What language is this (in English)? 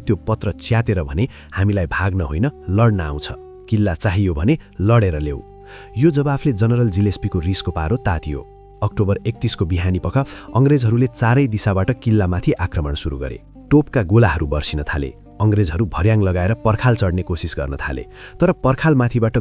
Nepali